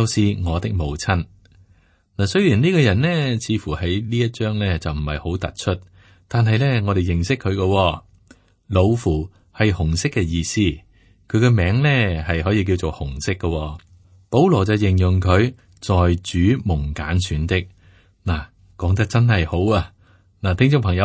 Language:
Cantonese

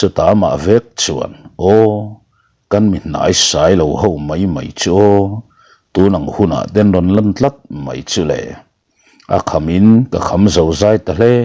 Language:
Mizo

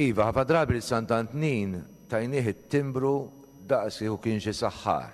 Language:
Maltese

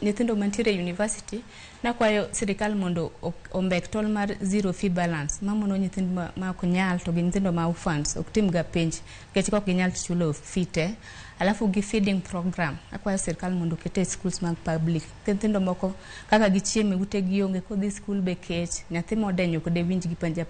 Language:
Luo (Kenya and Tanzania)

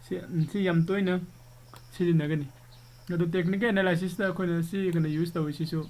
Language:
Manipuri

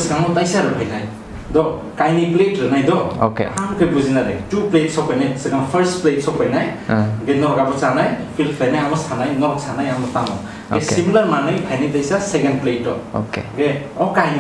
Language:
Kok Borok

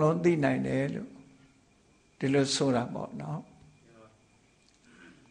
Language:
Burmese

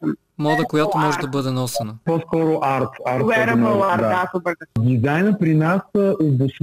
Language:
Bulgarian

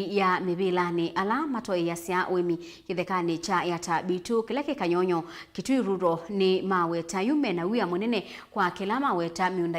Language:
Kamba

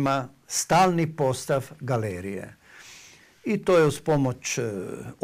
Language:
Croatian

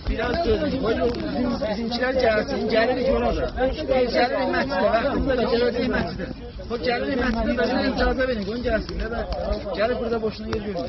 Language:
South Azerbaijani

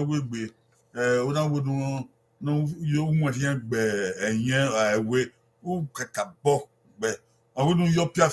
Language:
Bini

